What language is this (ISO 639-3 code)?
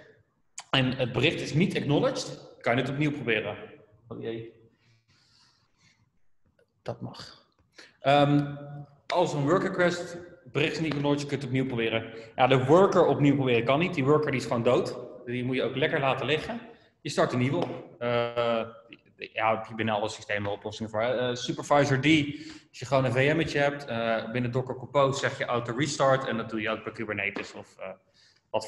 nld